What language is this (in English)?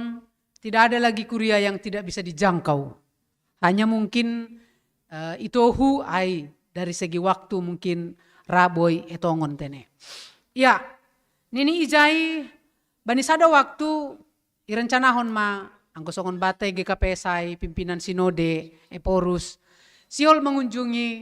Batak Simalungun